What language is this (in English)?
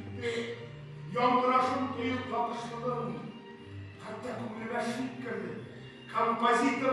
Tatar